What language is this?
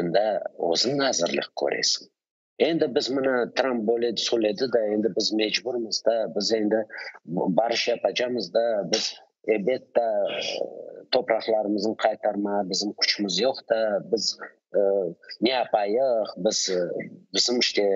Crimean Tatar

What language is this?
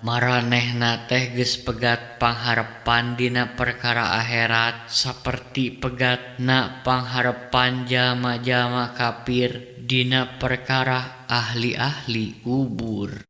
Sundanese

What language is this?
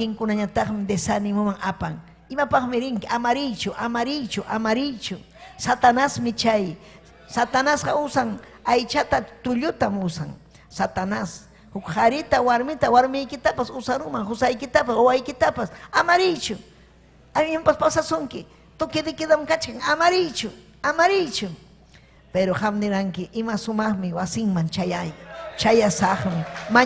Ayacucho Quechua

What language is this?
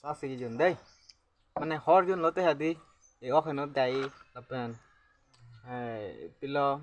Karbi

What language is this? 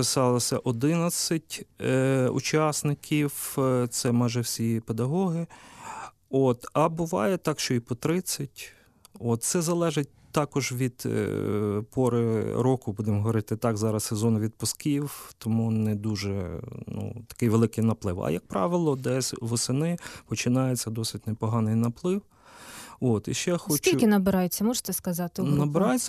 Ukrainian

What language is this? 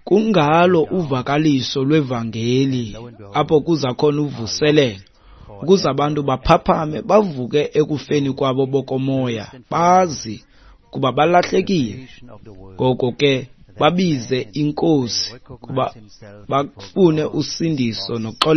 Xhosa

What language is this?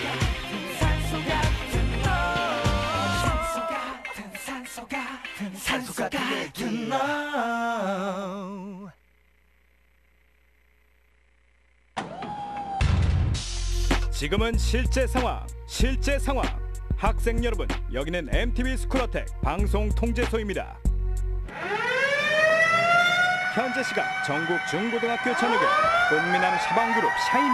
Korean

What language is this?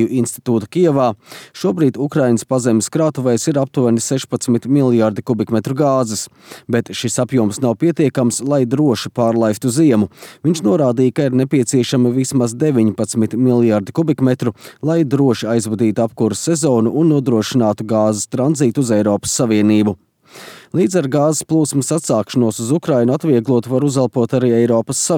Latvian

